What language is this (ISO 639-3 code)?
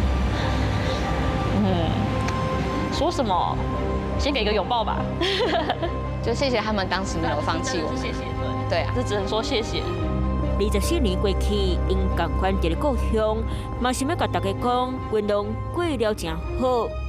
nan